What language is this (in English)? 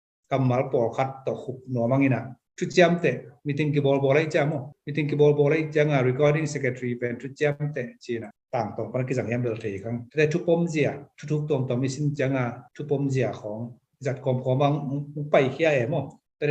Tedim Chin